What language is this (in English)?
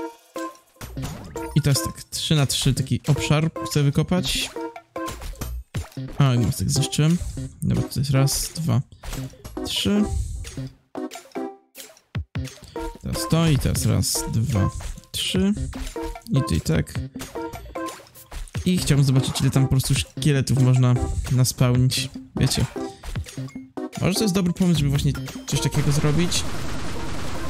Polish